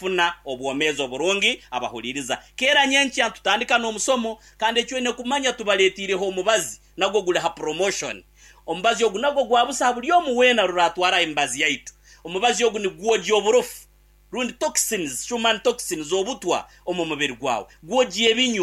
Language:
Nyankole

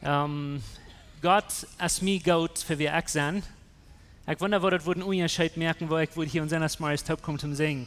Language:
Plautdietsch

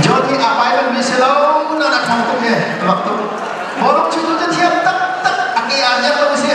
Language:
Hakha Chin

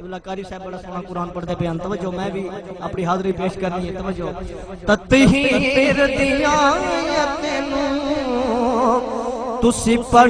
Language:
Saraiki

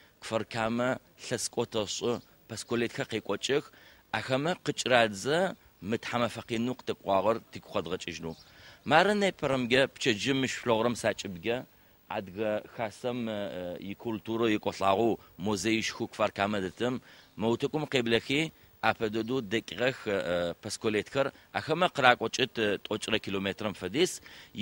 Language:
Adyghe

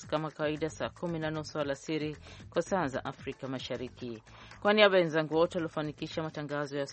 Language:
Swahili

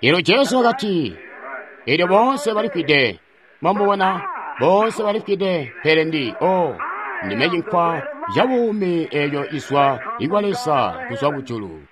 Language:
Tonga (Zambia)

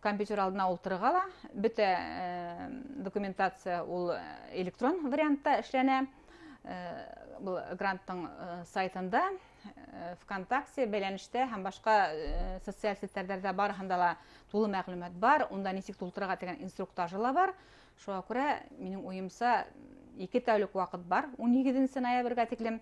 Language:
Bashkir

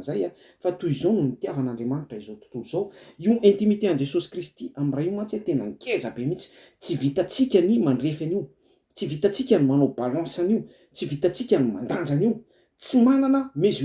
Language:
Malagasy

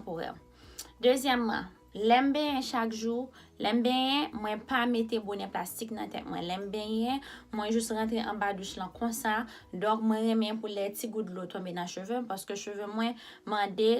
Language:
Haitian Creole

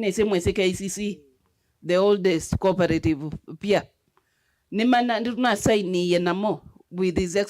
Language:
Kamba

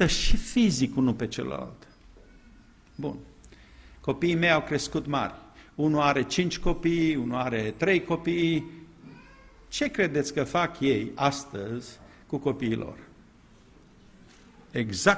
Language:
Romanian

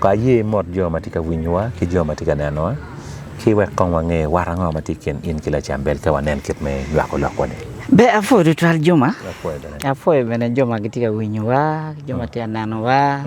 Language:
Acoli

